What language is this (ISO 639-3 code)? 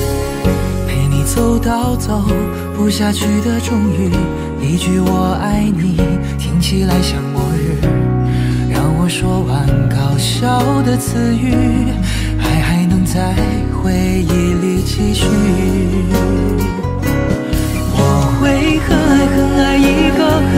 zho